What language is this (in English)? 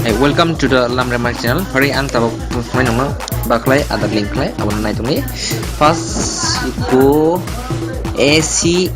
Kok Borok